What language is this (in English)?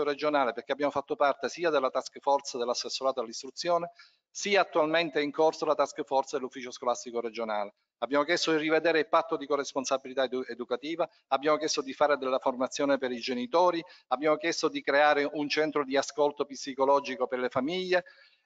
Italian